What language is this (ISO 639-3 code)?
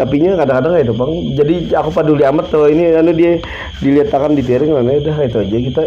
bjn